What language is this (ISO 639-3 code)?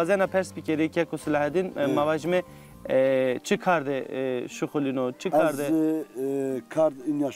zza